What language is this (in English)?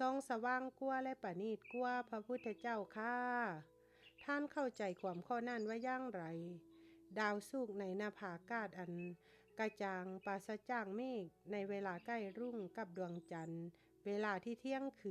Lao